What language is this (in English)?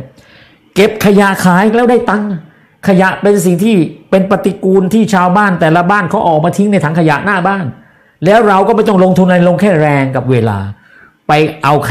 Thai